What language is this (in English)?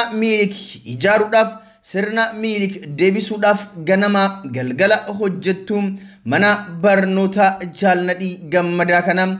Oromo